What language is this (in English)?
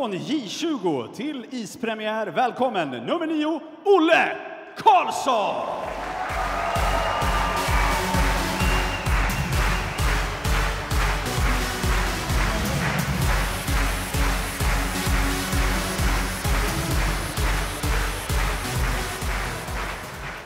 Swedish